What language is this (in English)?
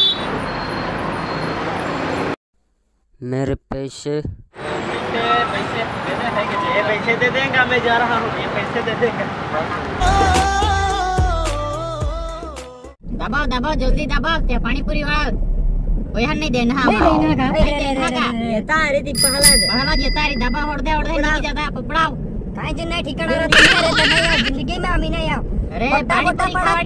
Hindi